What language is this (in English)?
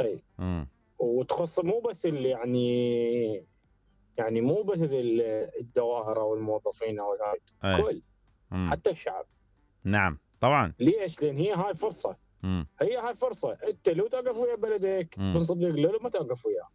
Mesopotamian Arabic